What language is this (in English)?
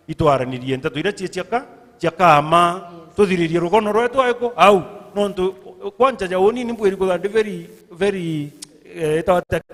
Meru